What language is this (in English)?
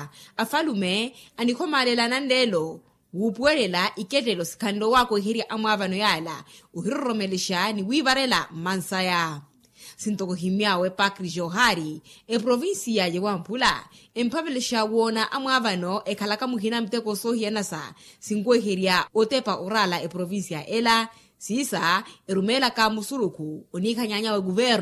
Makhuwa